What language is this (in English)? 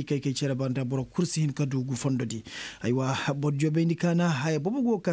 Koyraboro Senni